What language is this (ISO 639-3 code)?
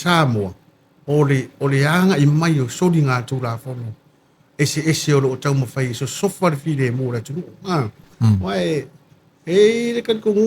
smo